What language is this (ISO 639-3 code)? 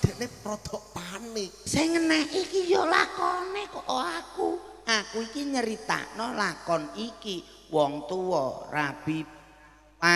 jav